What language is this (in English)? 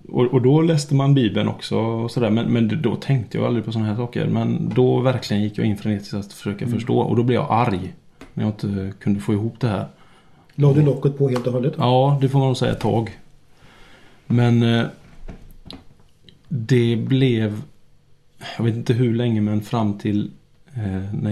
Swedish